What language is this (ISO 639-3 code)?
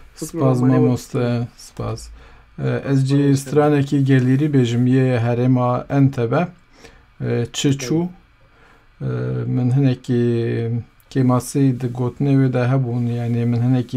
kur